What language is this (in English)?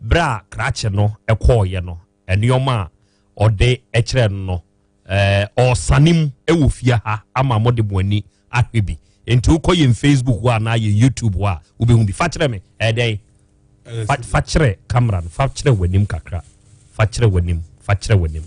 Akan